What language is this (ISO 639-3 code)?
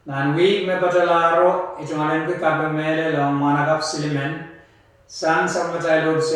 pon